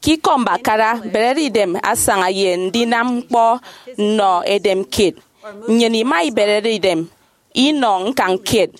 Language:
Efik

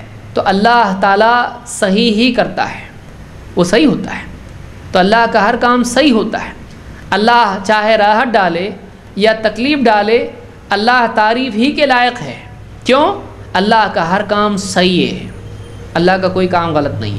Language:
Urdu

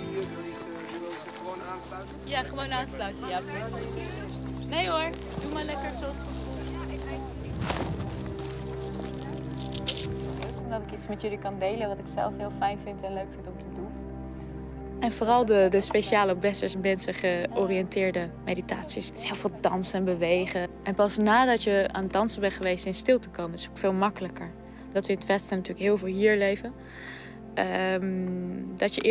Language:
Dutch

